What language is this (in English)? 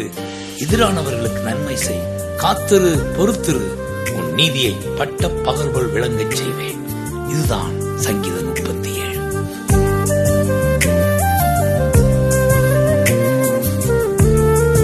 Tamil